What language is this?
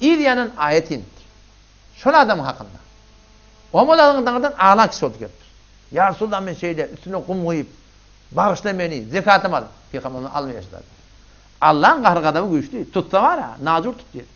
Turkmen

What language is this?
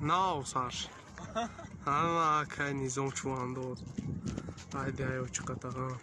Tajik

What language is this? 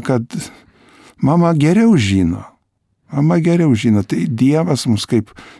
Lithuanian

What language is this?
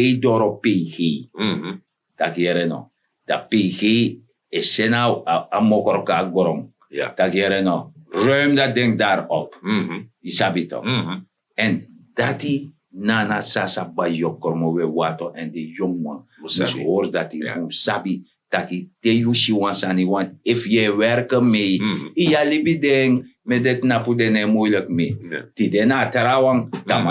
Sranan Tongo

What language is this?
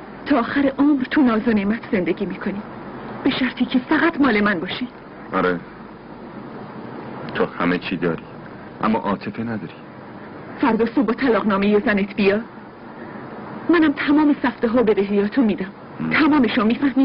Persian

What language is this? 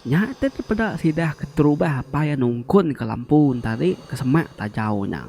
Iban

